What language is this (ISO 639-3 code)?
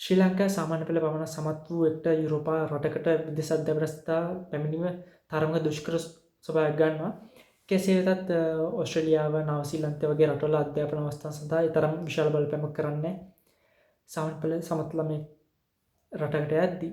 sin